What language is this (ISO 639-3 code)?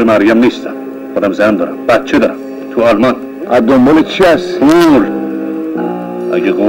fas